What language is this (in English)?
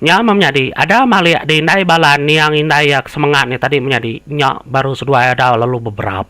Iban